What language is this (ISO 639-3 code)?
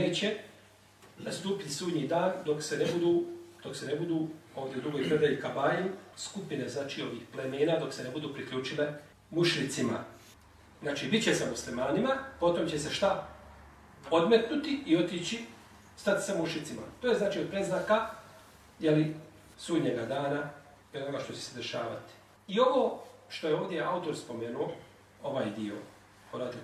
bos